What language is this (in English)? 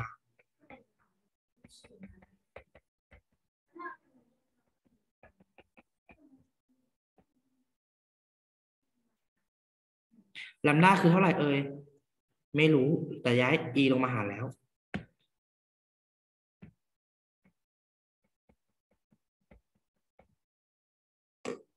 Thai